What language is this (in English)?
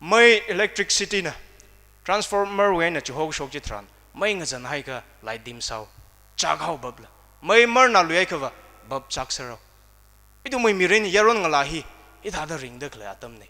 Tangkhul Naga (India)